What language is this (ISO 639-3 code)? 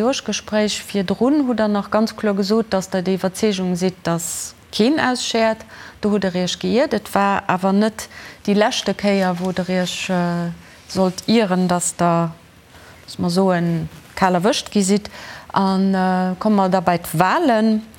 ltz